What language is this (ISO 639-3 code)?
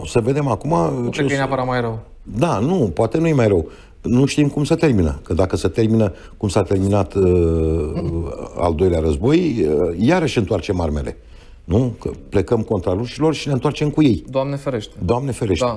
ron